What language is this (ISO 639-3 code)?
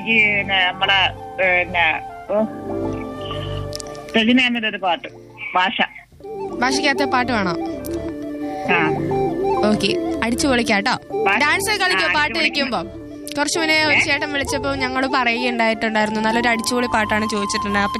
mal